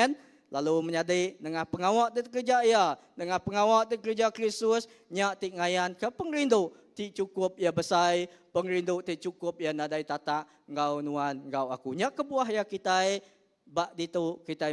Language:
Iban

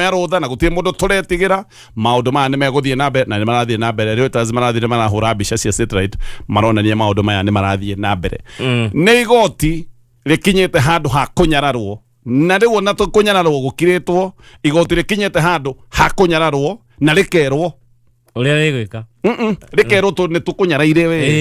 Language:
Kikuyu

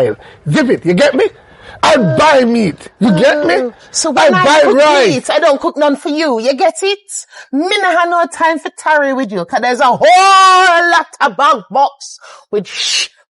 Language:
Jamaican Creole English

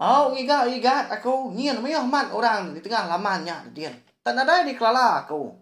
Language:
Iban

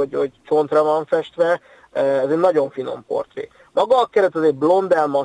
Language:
Hungarian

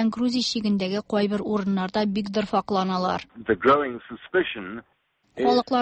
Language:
Tatar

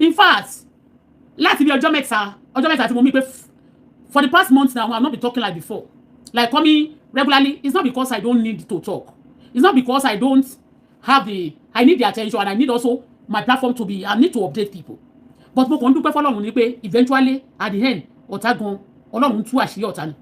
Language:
Yoruba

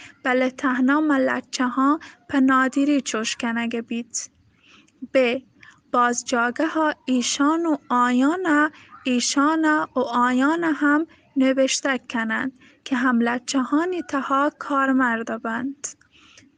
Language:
Baluchi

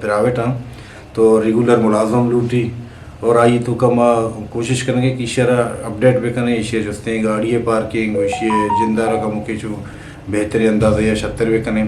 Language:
Eastern Balochi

